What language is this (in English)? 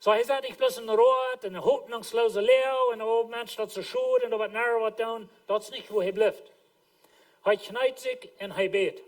Plautdietsch